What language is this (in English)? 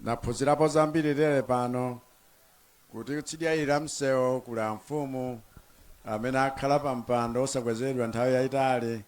Nyanja